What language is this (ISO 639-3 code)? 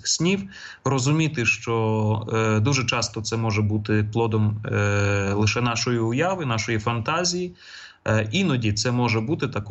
ukr